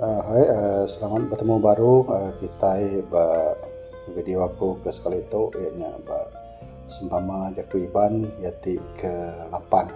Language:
Iban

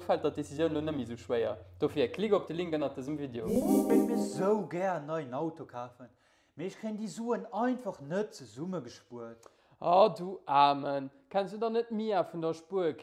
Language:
Luxembourgish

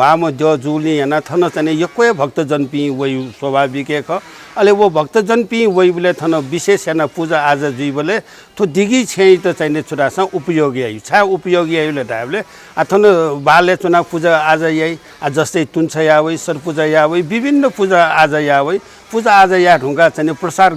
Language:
Newari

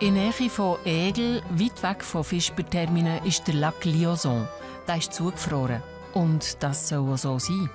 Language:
Swiss German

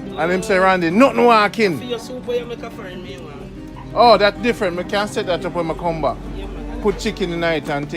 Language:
Jamaican Creole English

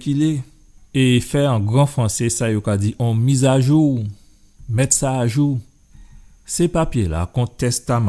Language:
Guadeloupean Creole French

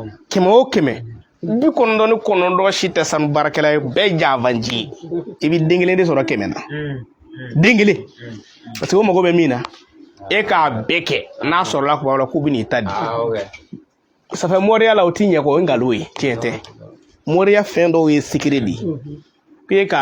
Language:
Bambara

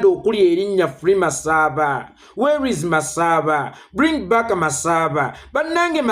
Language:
Ganda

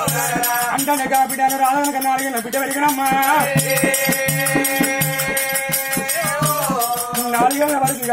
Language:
Telugu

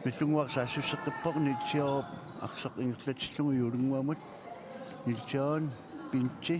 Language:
Kalaallisut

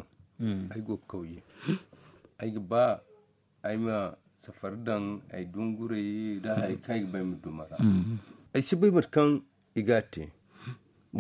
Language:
Zarma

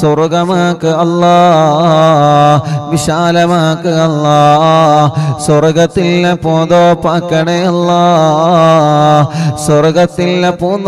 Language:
Malayalam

